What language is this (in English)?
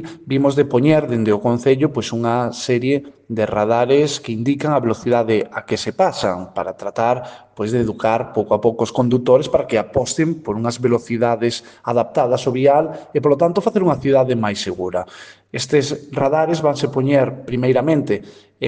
Galician